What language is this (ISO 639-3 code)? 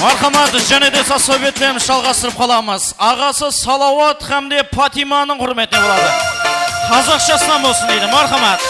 kaa